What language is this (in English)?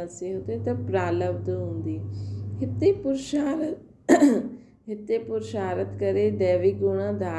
Sindhi